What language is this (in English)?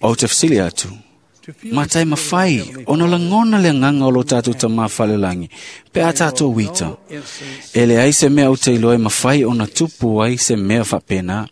Samoan